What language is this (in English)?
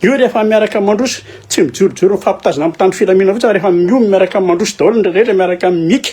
Malagasy